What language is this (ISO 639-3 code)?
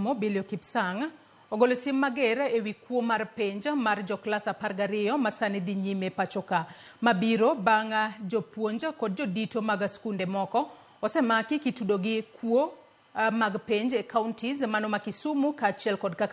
luo